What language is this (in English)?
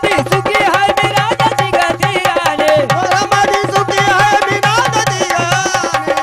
Marathi